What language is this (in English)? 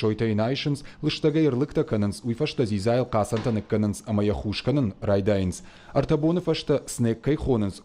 Ossetic